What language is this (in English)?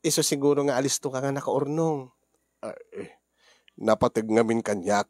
Iloko